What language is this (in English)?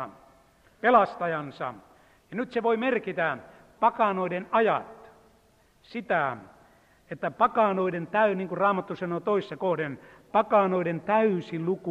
Finnish